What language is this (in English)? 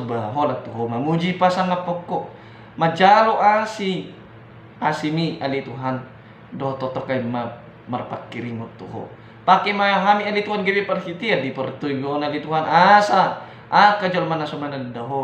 Batak Toba